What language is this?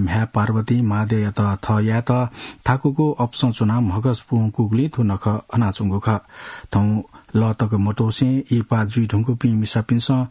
Newari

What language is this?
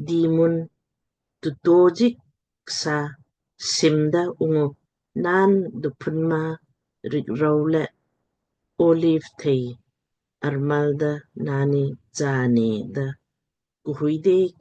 Lamkang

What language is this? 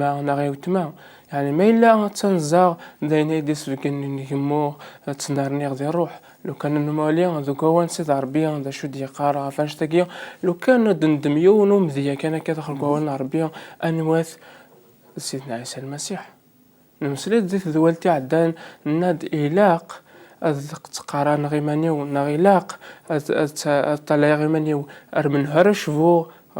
Kabyle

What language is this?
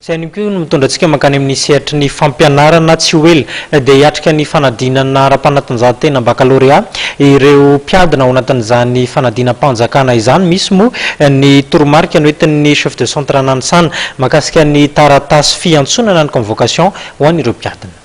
Malagasy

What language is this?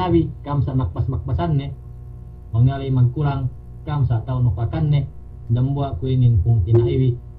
Yakan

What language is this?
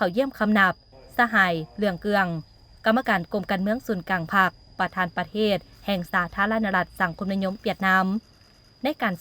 Lao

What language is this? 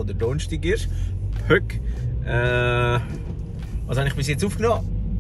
Swiss German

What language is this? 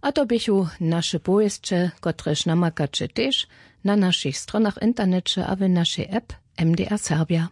Upper Sorbian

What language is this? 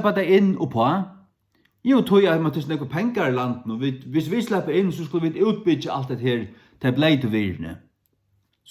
Faroese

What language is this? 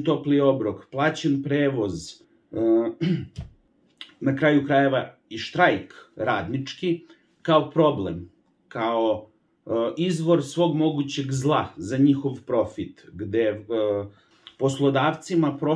Serbian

